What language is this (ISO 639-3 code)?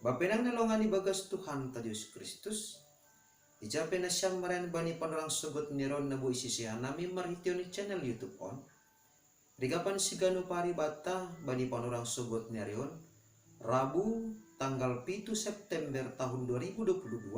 bts